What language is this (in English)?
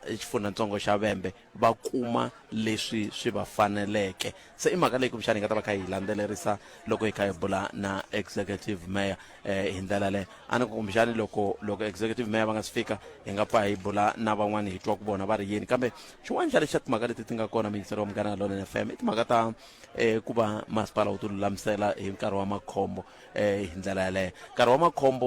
Tsonga